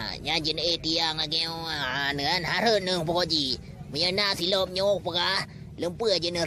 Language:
Achinese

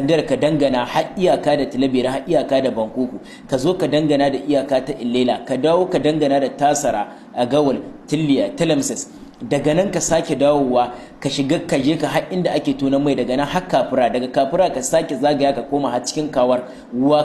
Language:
Hausa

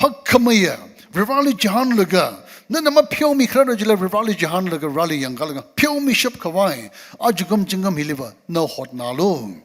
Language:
Tangkhul Naga (India)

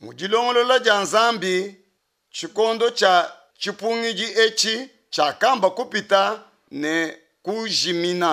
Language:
Luba-Lulua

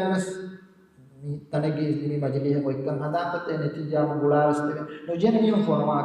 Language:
Divehi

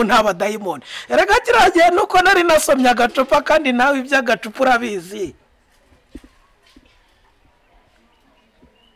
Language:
Kinyarwanda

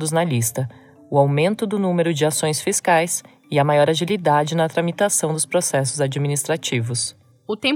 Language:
Portuguese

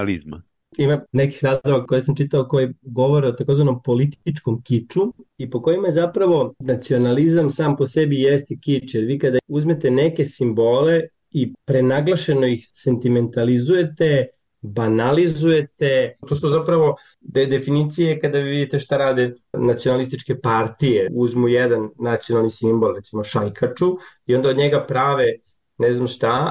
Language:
Serbian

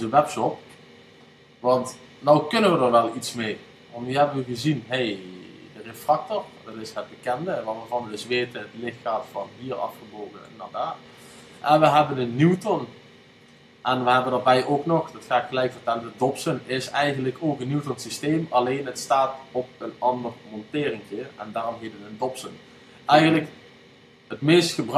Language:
Dutch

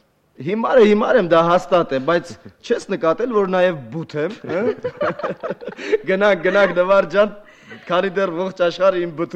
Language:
Armenian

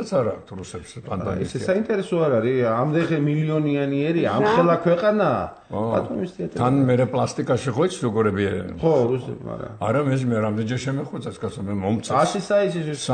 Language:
Georgian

